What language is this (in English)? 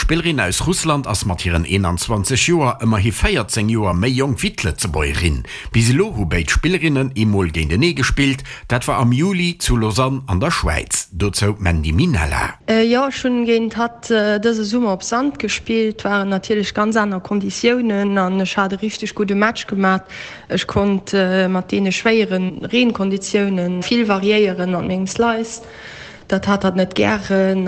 Luxembourgish